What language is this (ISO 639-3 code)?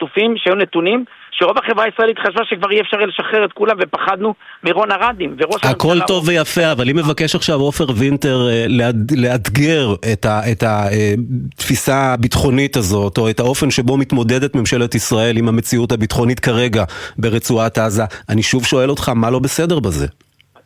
heb